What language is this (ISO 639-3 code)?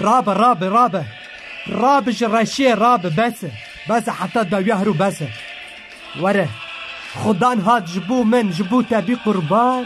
kur